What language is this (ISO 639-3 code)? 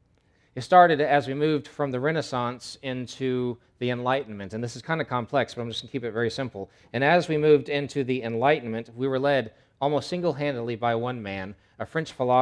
eng